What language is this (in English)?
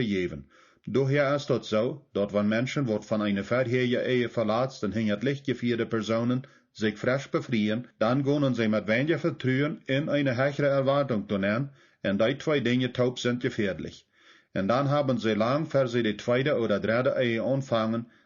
Plautdietsch